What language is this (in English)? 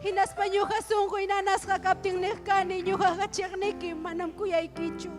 Ayacucho Quechua